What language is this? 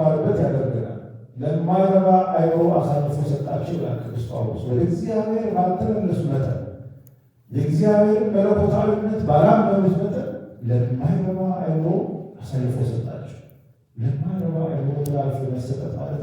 Amharic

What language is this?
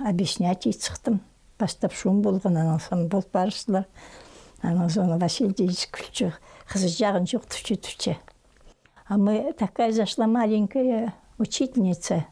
Khakas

